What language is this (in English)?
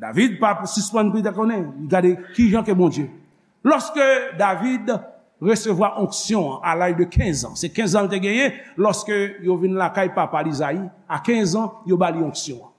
Haitian Creole